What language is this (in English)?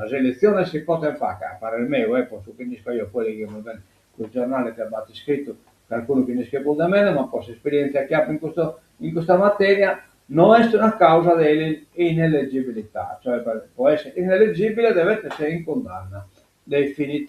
Sardinian